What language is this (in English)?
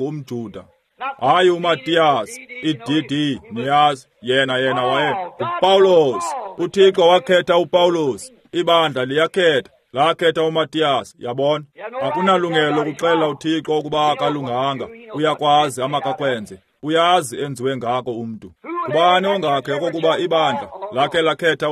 Xhosa